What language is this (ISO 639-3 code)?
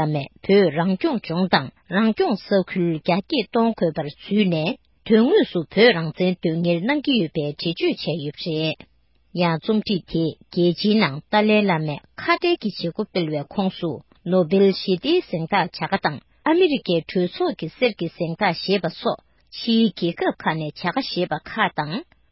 bod